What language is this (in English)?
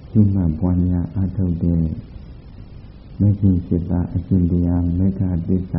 Burmese